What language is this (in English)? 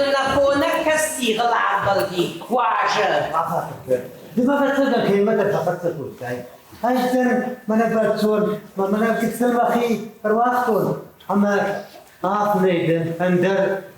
Ossetic